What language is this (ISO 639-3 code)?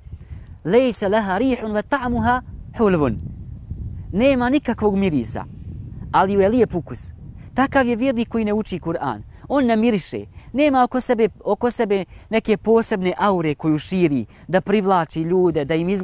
bos